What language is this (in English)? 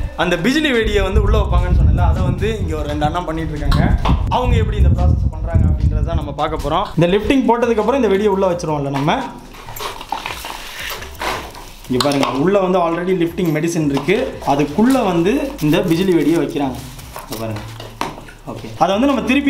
Tamil